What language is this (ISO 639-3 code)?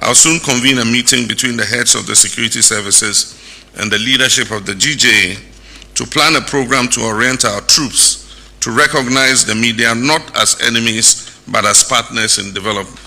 aka